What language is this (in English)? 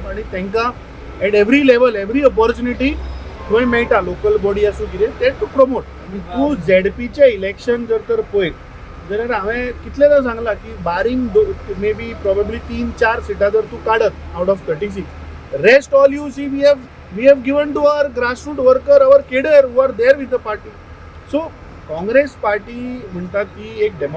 Konkani